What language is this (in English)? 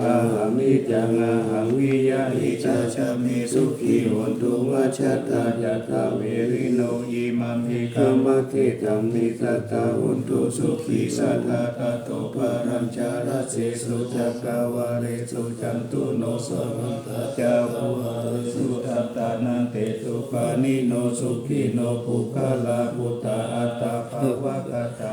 Pali